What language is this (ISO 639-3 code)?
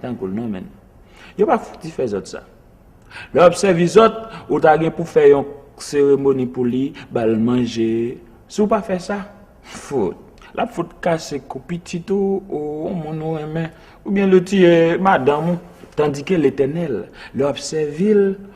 hat